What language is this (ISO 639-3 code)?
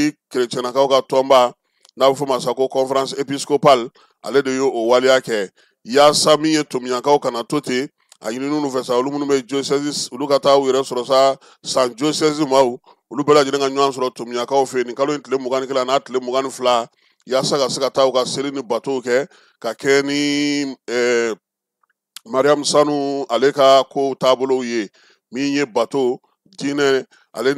bam